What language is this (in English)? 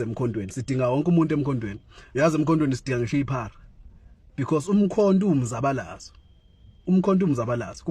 Zulu